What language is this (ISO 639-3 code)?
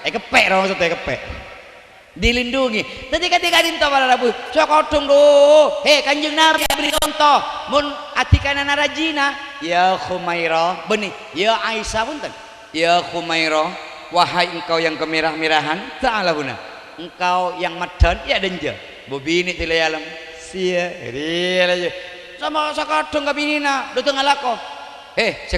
mad